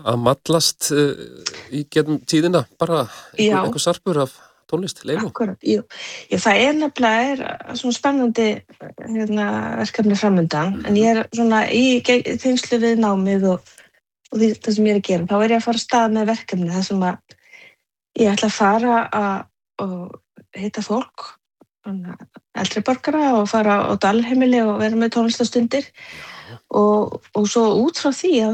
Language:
Icelandic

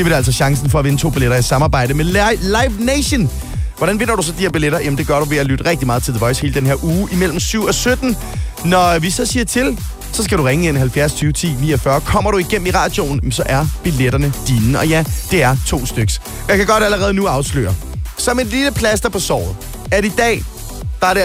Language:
Danish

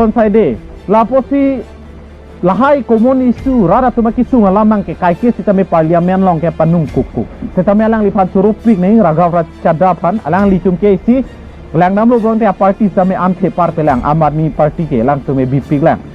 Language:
Karbi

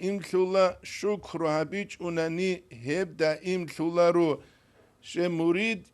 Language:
Avaric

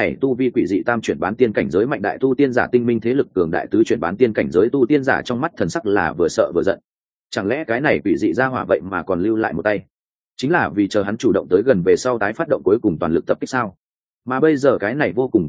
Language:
Vietnamese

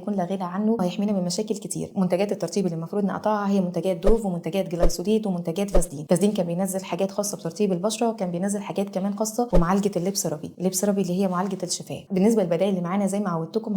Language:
Egyptian Arabic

